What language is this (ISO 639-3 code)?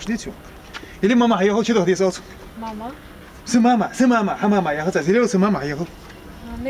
inh